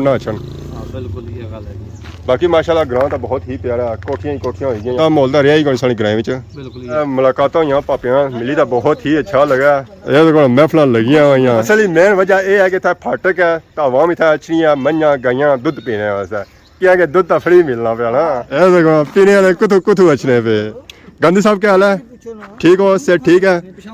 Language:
Pahari-Potwari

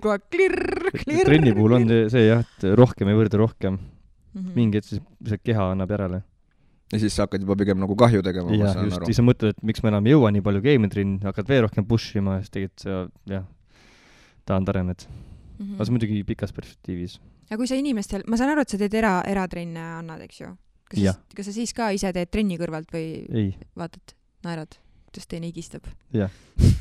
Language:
Estonian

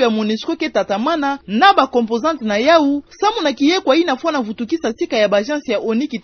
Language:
Kituba (Democratic Republic of Congo)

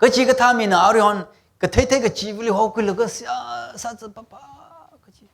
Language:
Tangkhul Naga (India)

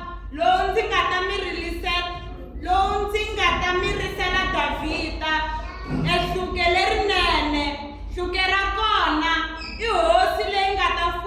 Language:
Tsonga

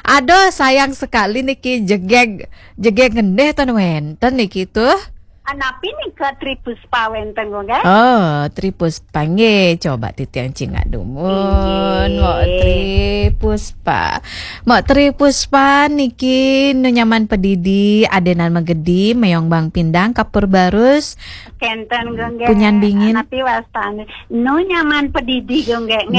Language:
Balinese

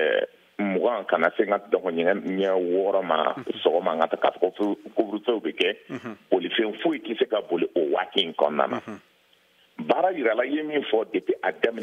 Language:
Bambara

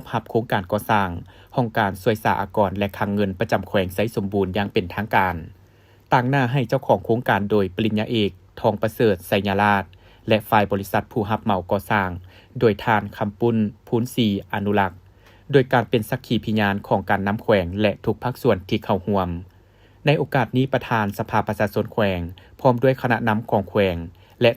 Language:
Lao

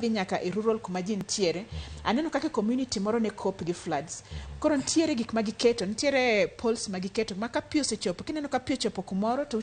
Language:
Luo (Kenya and Tanzania)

